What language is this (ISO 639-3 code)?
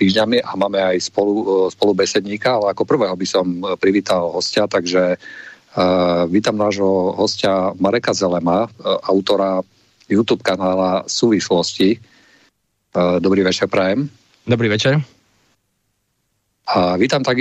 slk